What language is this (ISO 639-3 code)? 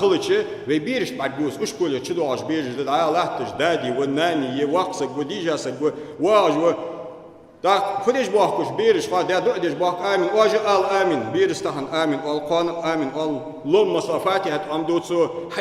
inh